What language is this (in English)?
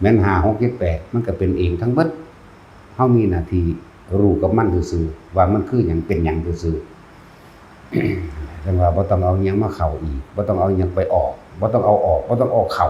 Northeastern Thai